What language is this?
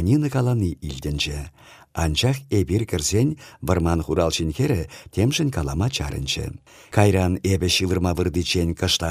Chuvash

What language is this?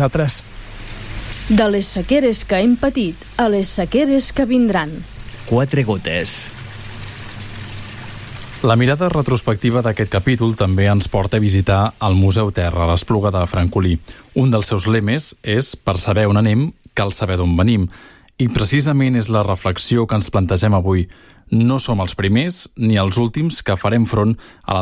Catalan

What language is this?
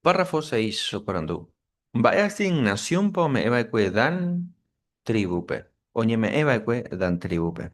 Guarani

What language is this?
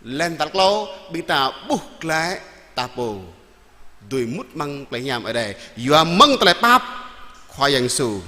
Jarai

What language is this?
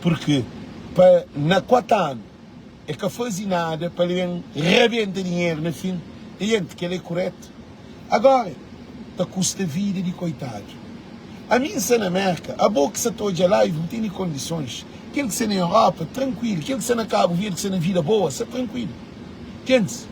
Kabuverdianu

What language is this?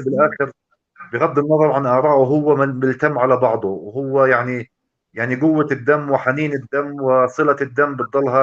North Levantine Arabic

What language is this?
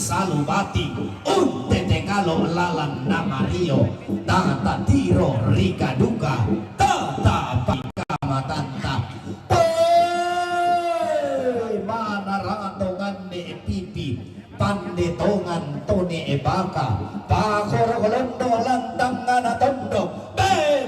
Toraja-Sa'dan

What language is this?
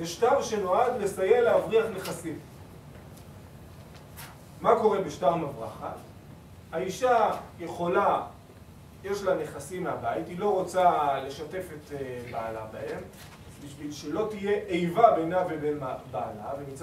Hebrew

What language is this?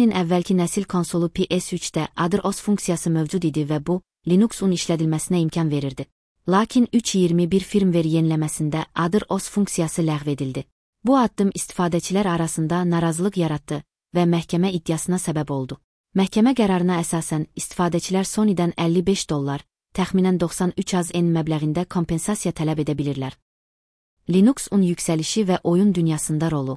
Azerbaijani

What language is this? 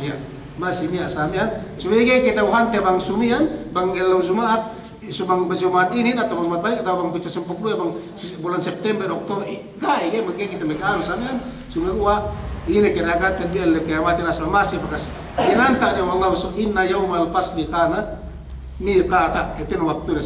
Yakan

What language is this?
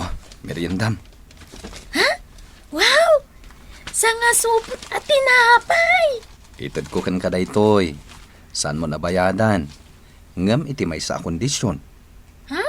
Iloko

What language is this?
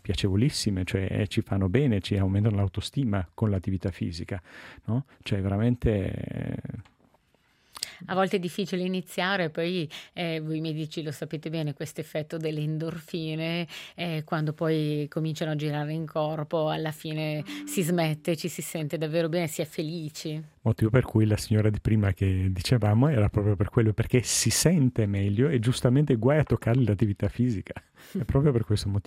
Italian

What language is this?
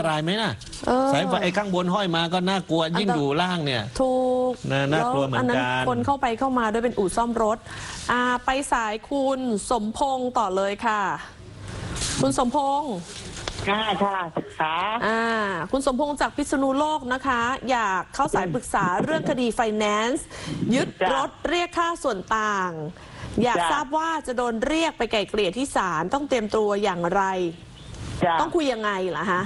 Thai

